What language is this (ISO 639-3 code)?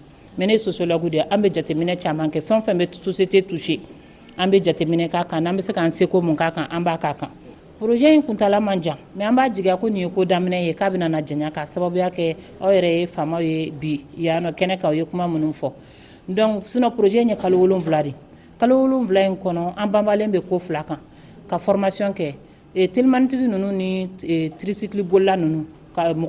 bam